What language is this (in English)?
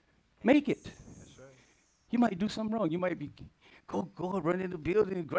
English